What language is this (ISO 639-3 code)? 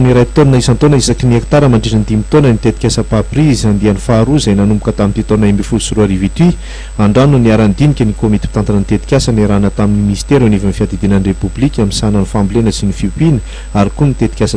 mlg